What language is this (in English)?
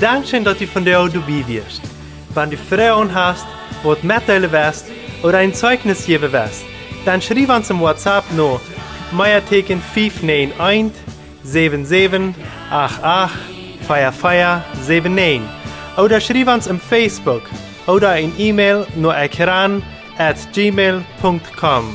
Plautdietsch